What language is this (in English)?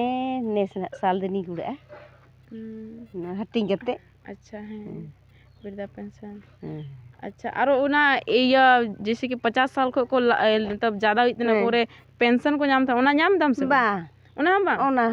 Santali